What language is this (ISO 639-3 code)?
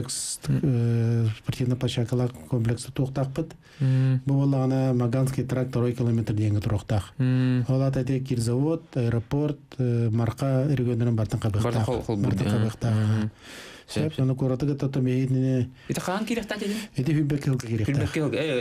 sah